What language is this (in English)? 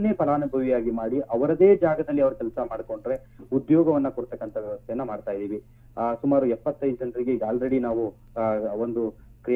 Kannada